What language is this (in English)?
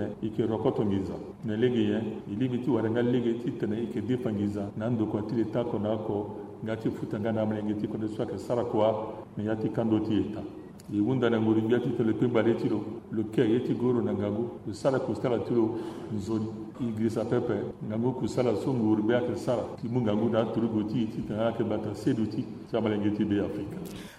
Sango